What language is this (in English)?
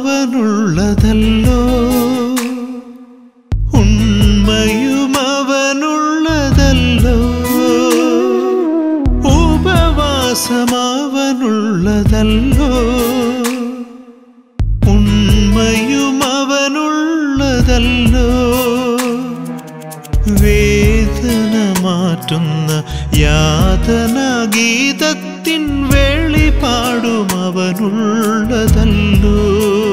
Malayalam